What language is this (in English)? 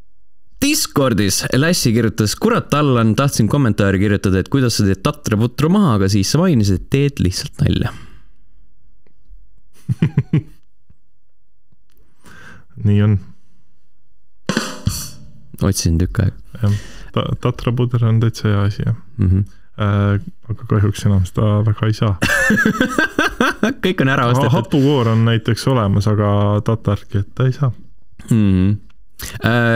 Estonian